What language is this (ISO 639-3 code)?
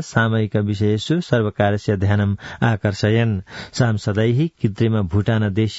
san